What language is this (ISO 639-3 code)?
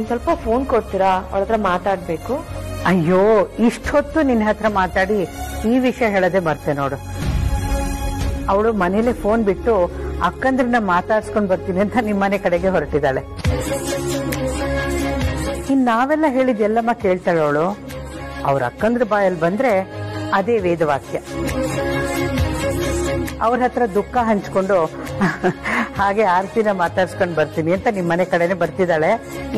kan